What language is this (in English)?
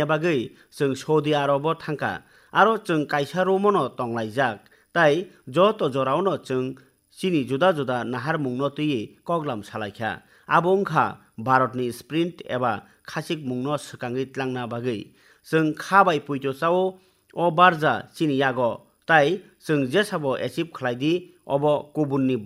Kok Borok